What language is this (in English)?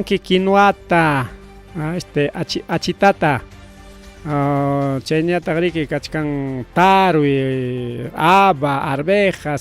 Ayacucho Quechua